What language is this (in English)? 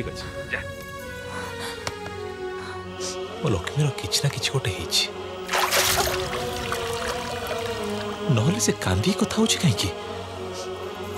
Odia